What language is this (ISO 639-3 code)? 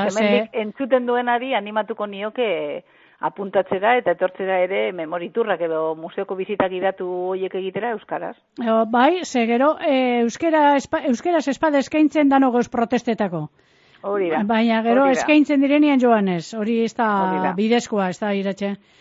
eus